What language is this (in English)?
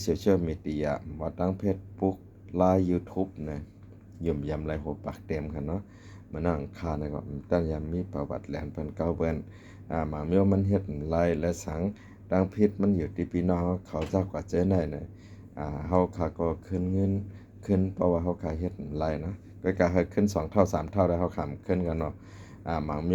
Shan